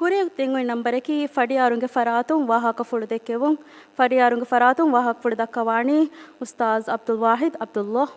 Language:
Divehi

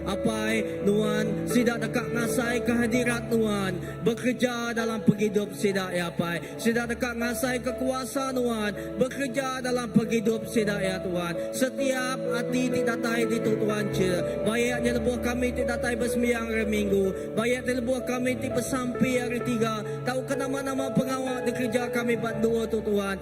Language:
Iban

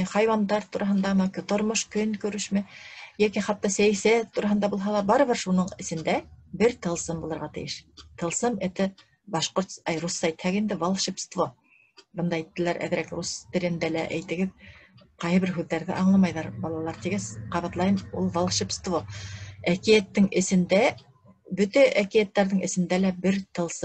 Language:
Bashkir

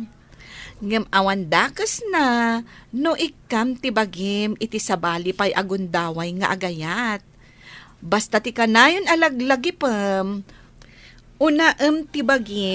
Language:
Iloko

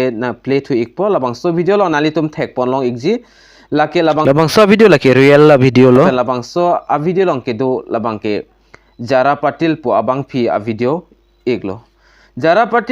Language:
Karbi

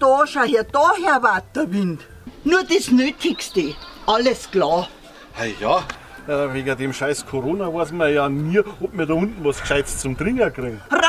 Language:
Bavarian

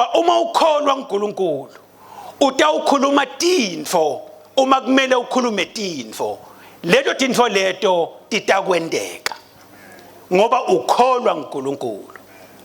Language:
Swati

